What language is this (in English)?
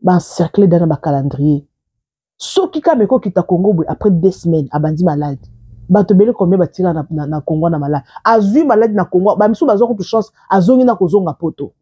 Lingala